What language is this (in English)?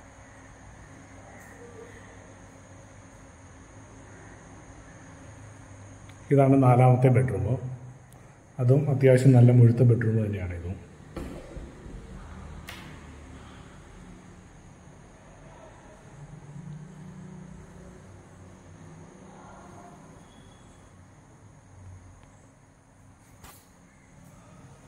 Malayalam